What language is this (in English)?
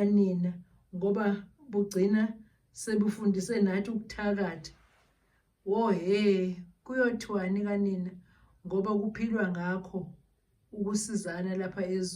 Zulu